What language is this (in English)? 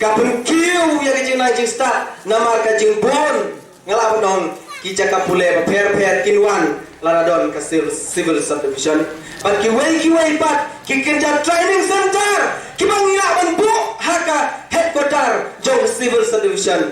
Khasi